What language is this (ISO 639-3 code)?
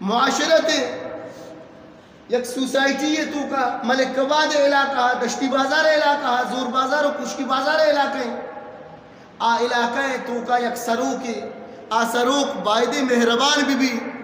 bgp